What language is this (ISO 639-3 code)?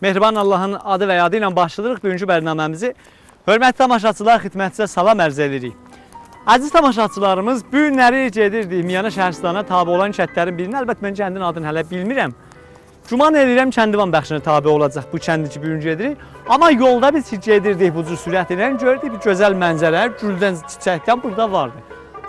azb